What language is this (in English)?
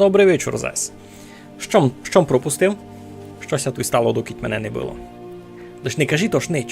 Rusyn